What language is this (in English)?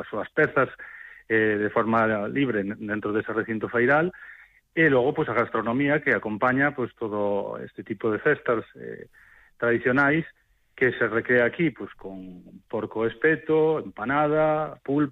Galician